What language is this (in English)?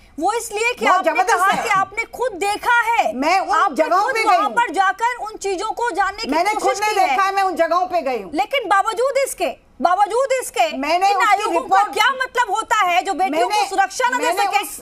Hindi